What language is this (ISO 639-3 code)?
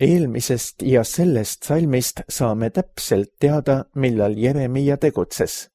est